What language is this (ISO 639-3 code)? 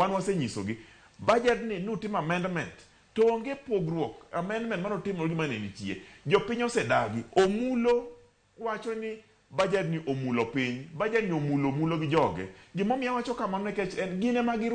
luo